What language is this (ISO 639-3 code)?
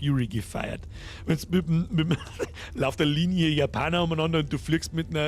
bar